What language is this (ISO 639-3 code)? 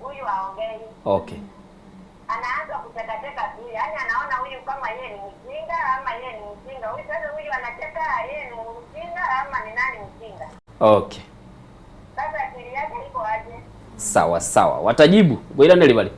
guz